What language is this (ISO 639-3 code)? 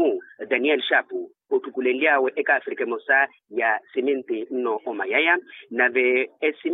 vmw